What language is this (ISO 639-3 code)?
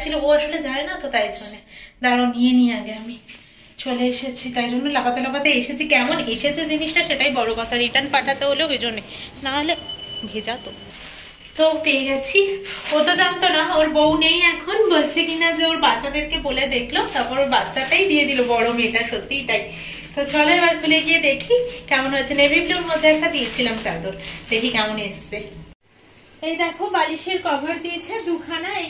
ben